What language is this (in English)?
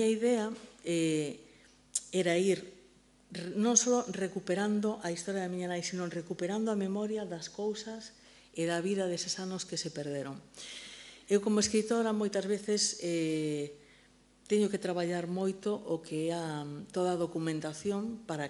Galician